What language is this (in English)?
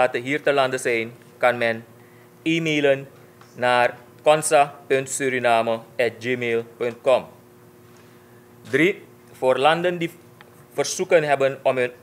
Dutch